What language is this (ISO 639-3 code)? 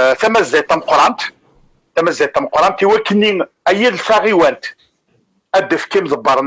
kab